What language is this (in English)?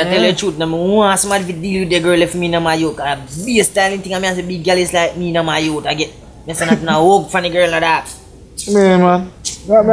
Jamaican Creole English